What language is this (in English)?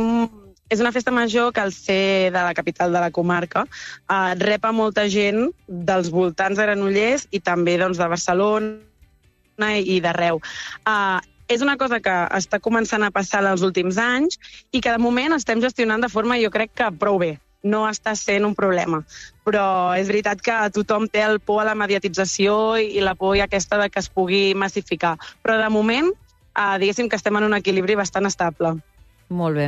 Catalan